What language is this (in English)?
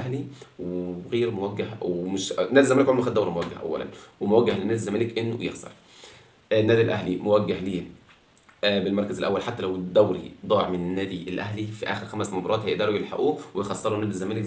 Egyptian Arabic